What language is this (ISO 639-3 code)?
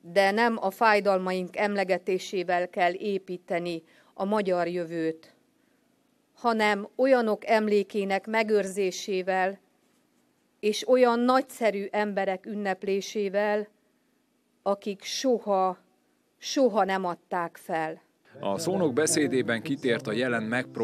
hun